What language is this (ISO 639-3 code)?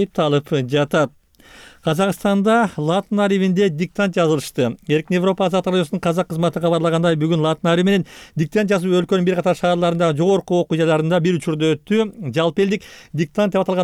kir